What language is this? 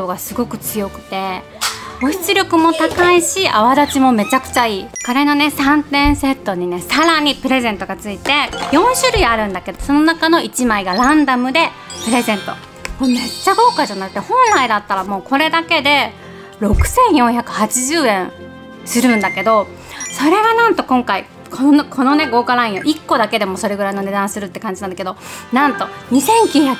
Japanese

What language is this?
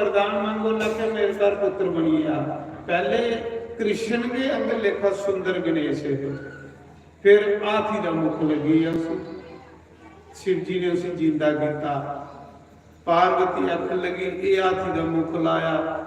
Dogri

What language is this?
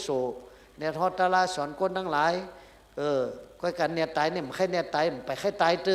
Shan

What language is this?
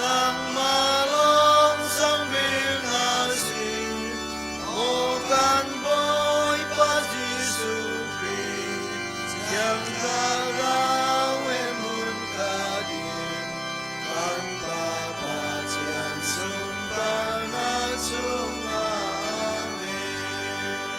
Hakha Chin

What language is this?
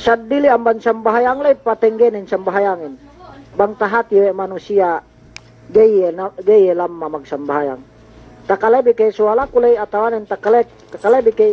Yakan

